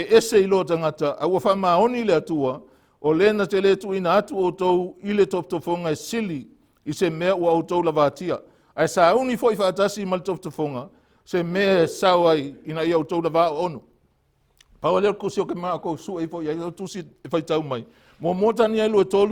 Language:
Samoan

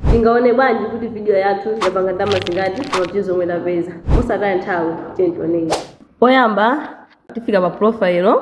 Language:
Nyanja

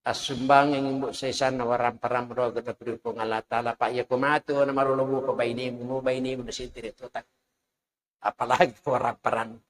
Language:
Buginese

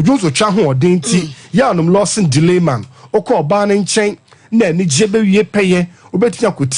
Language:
Akan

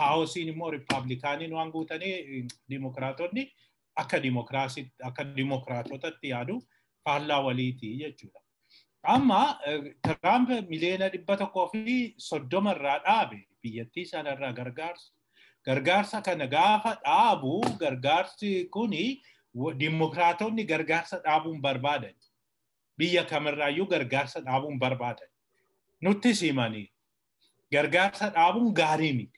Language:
Oromo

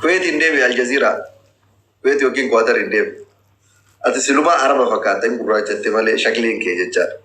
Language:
Oromo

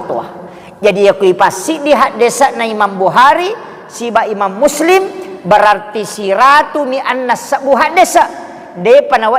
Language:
Buginese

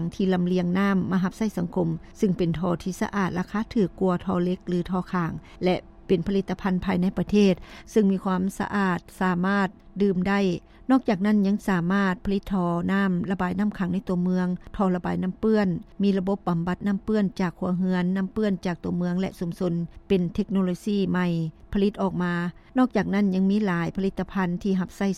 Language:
Lao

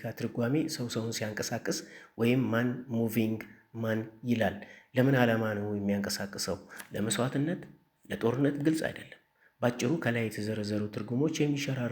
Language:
Amharic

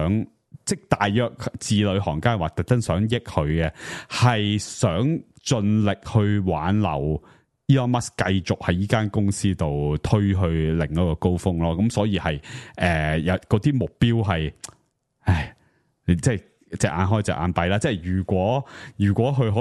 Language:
Cantonese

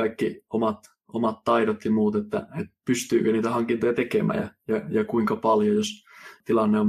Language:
Finnish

